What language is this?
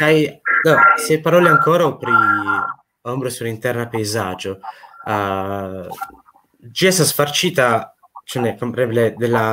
Esperanto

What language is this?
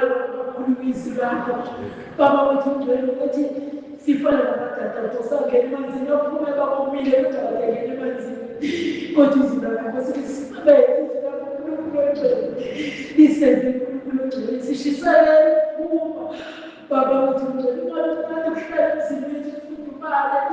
Zulu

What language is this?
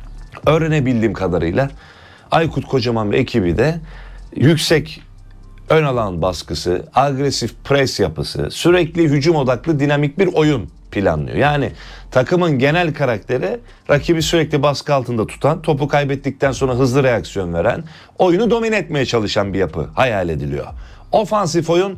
Turkish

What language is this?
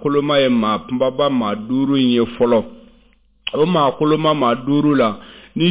Bambara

